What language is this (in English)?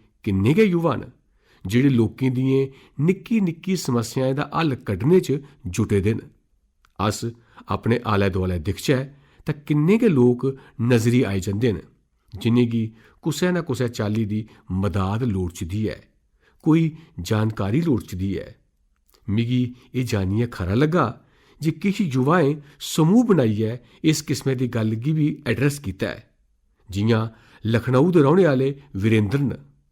Dogri